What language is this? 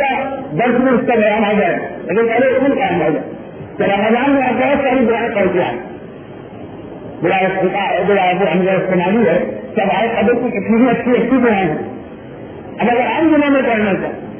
Urdu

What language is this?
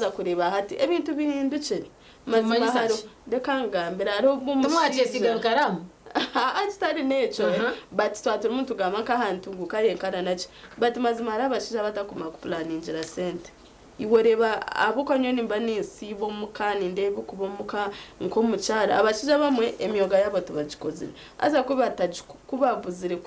Nyankole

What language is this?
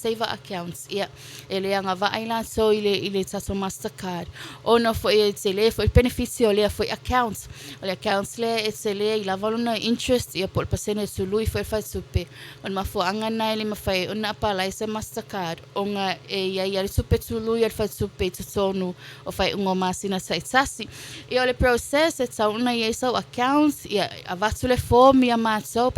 Samoan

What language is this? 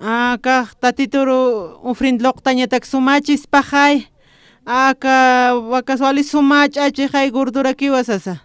Aymara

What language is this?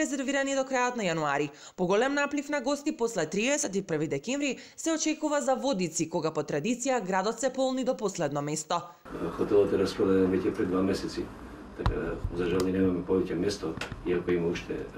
Macedonian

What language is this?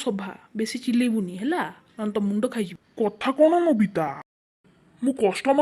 Odia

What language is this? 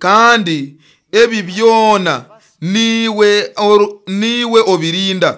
Nyoro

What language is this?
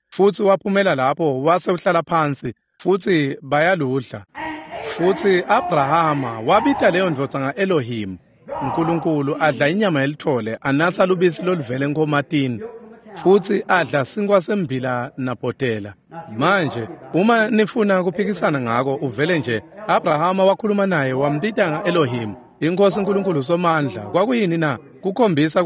Swati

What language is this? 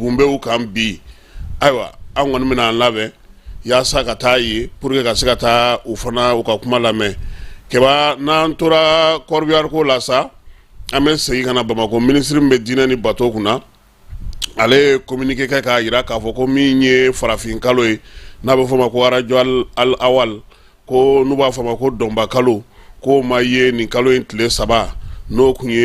Bambara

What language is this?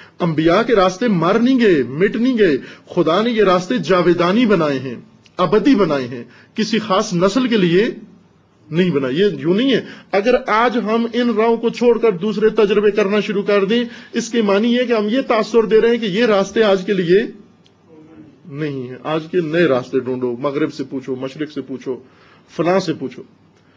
Urdu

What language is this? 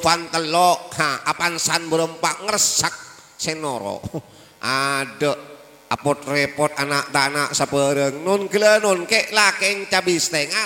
Madurese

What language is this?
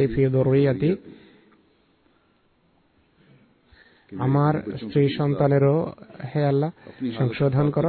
Bangla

